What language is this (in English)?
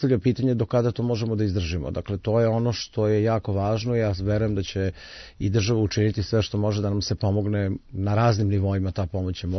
Serbian